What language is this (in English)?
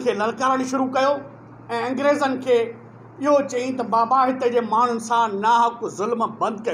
Sindhi